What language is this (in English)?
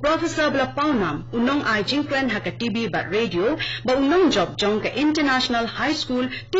Khasi